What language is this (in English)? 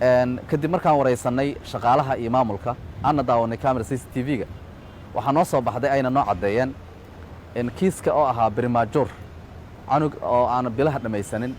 Somali